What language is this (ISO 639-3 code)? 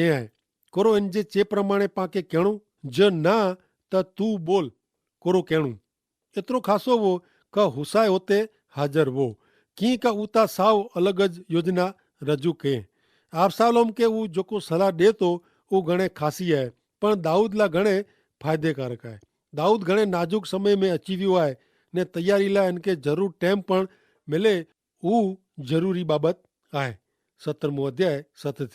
kfr